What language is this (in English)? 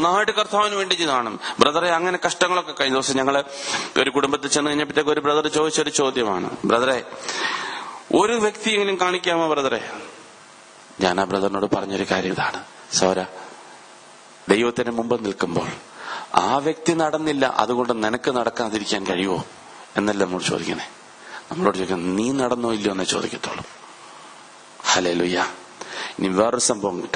Malayalam